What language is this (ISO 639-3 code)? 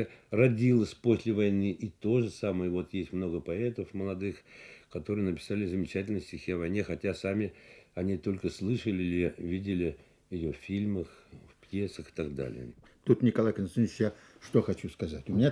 rus